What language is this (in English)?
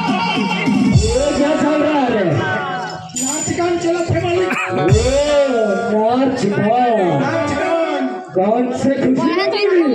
Chhattisgarhi